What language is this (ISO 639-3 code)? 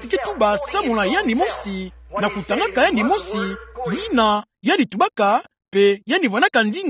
ktu